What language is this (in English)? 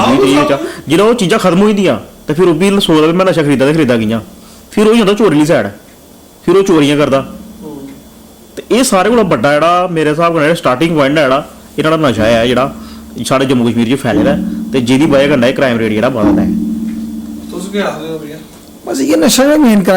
Dogri